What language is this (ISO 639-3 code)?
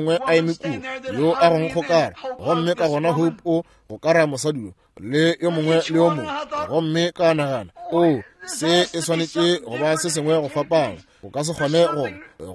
nso